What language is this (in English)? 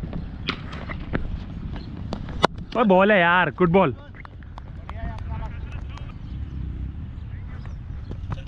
Hindi